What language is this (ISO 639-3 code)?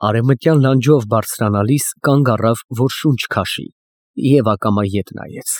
hye